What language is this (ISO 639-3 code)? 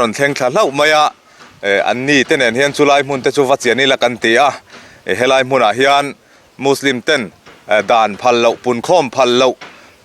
lus